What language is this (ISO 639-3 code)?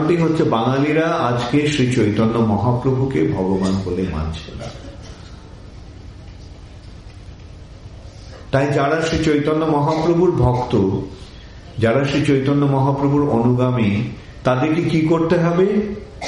ben